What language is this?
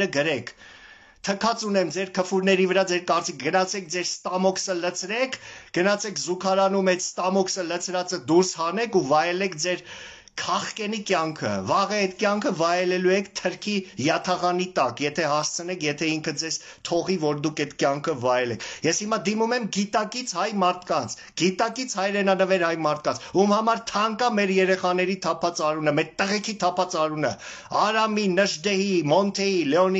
Armenian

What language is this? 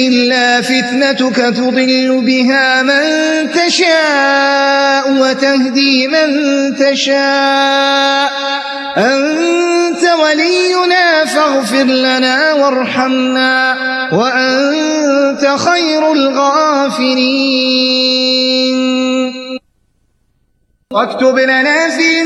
Arabic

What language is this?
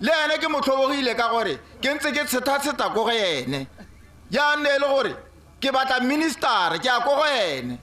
Tswana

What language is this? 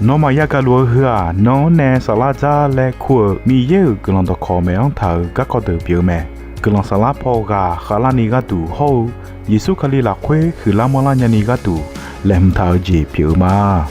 Akha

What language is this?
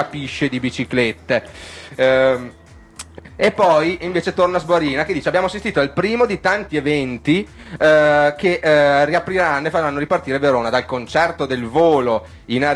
Italian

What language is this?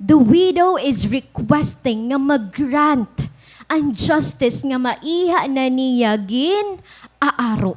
Waray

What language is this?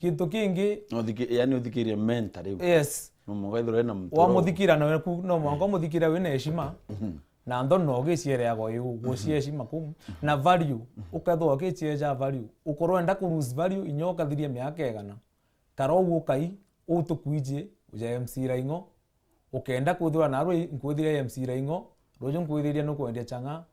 Meru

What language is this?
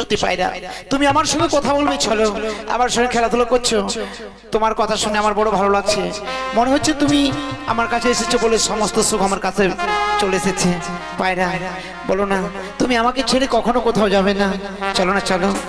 Bangla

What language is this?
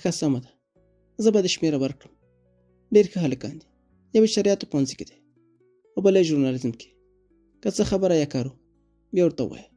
Pashto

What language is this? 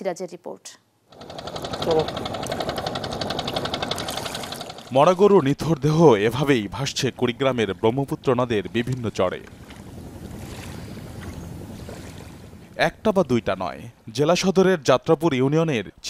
Bangla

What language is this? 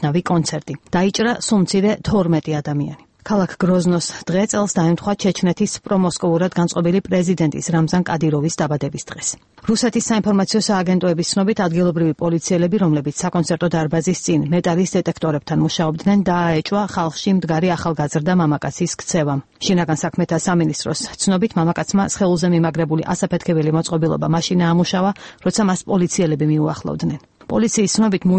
Georgian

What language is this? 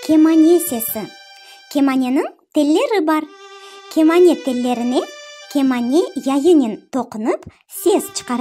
Crimean Tatar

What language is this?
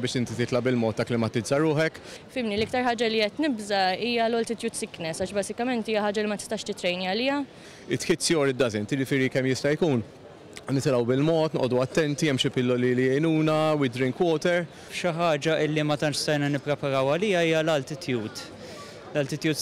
Maltese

